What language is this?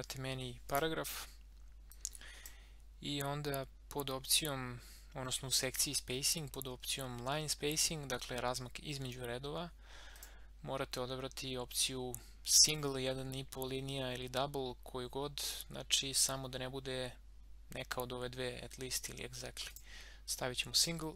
Serbian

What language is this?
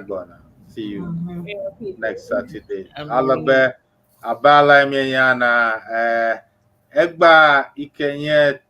Ewe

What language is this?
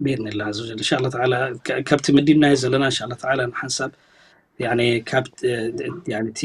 Tigrinya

